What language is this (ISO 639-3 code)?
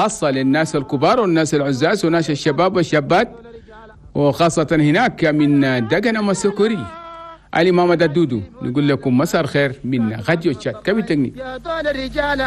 shu